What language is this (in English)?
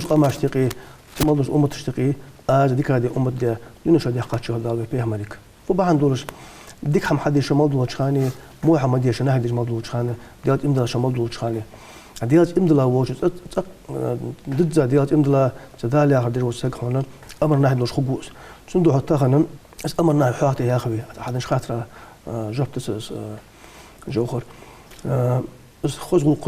Ingush